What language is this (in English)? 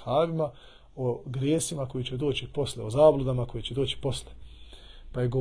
Bosnian